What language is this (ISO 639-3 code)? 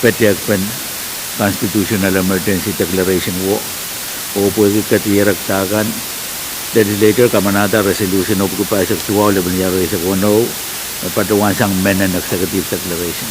pon